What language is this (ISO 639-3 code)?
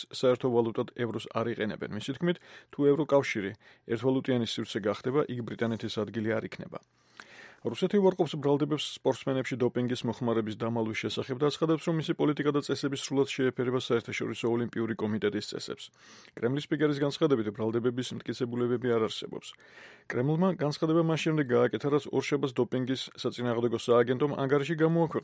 kat